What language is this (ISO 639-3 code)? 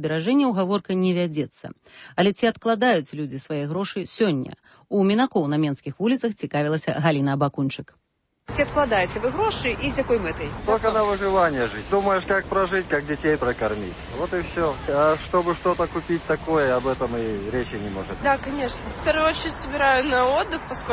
bel